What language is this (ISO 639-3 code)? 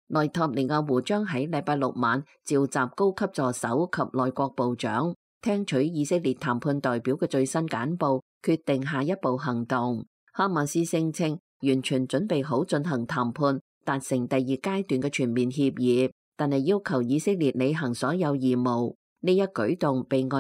yue